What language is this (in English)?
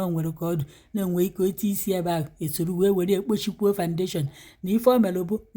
Igbo